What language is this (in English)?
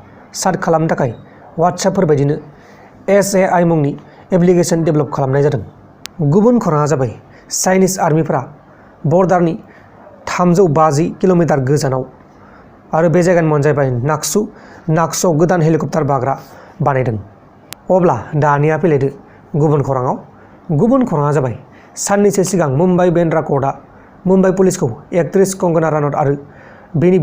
Bodo